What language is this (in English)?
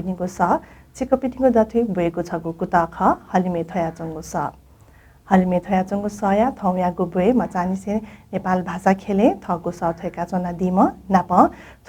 Newari